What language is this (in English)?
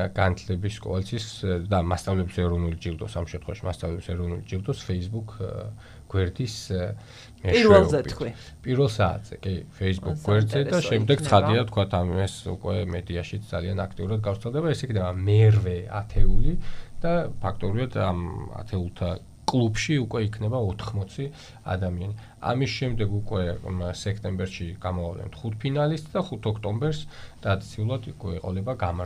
Georgian